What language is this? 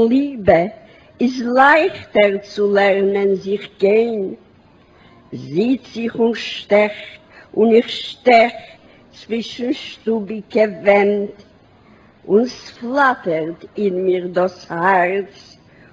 Yiddish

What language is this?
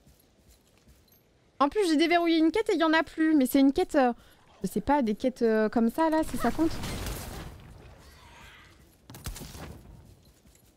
French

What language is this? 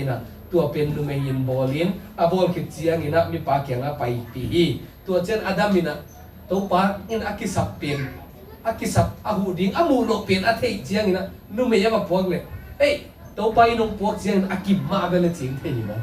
Tedim Chin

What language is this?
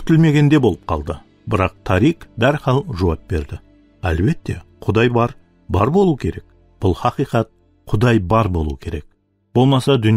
Kara-Kalpak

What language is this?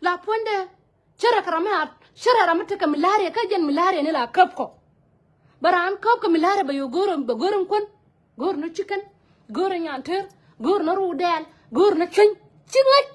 Nuer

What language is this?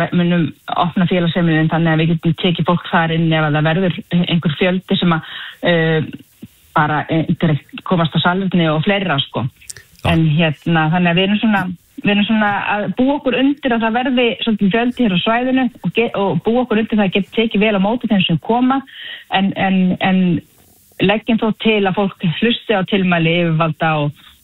Icelandic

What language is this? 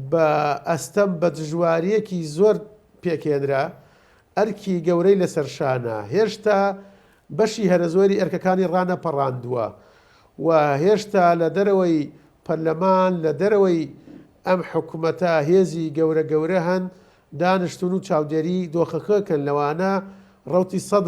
Central Kurdish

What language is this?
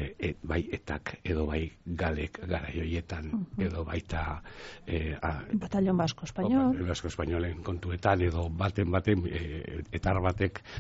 Basque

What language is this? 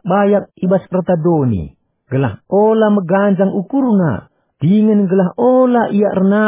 Batak Karo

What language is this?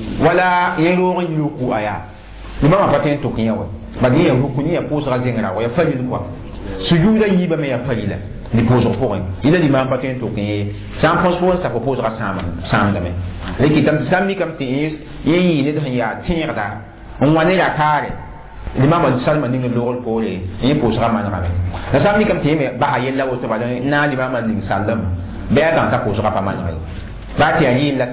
Mossi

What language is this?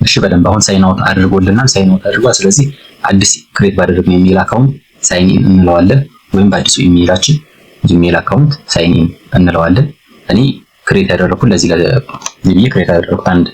Amharic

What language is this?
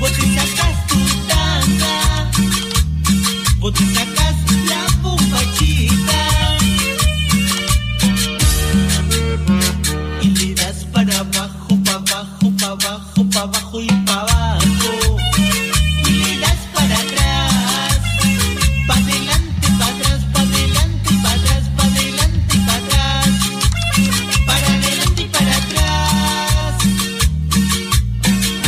Spanish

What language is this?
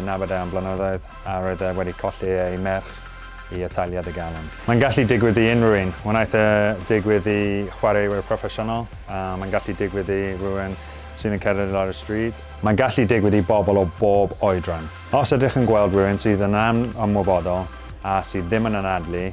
Welsh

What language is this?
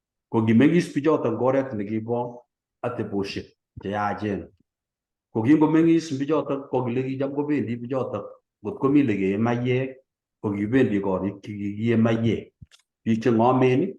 Kalenjin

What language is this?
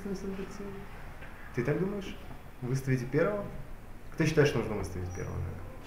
Russian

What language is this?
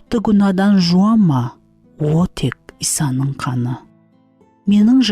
Kara-Kalpak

